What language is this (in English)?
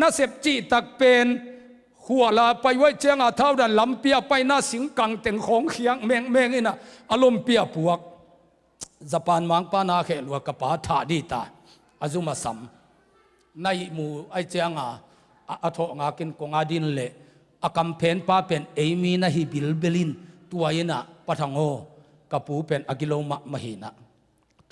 Tedim Chin